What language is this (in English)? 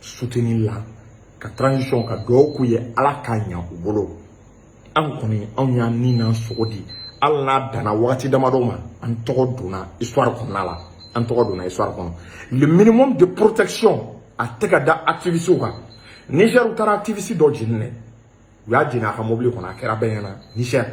Bambara